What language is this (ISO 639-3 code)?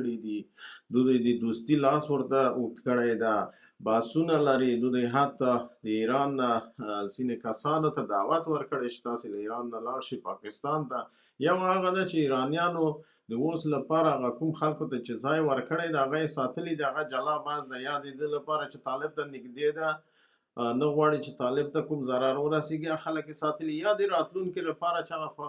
pus